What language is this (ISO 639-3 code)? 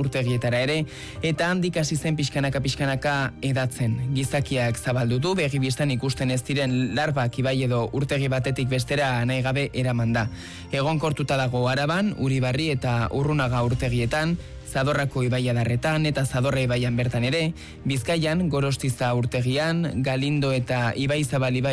eus